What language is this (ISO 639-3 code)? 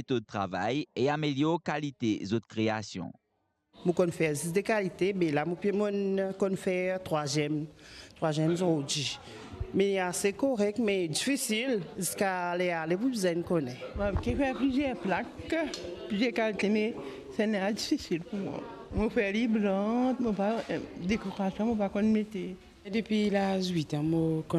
mfe